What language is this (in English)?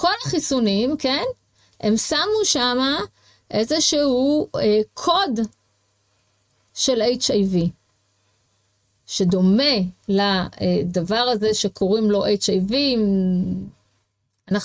Hebrew